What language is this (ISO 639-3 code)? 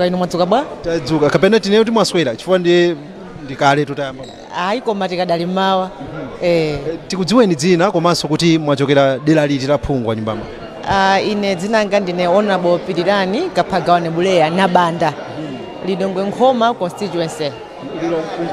nya